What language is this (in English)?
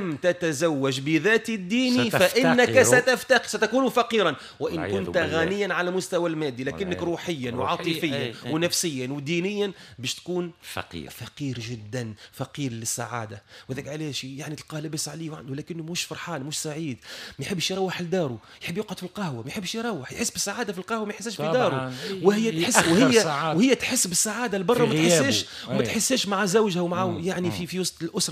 Tunisian Arabic